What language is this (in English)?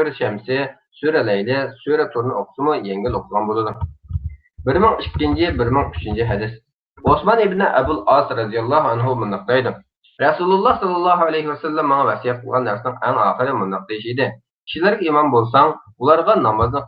Uyghur